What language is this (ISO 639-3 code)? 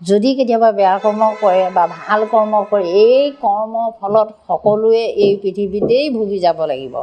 asm